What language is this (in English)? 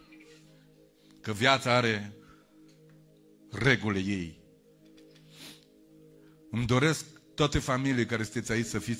Romanian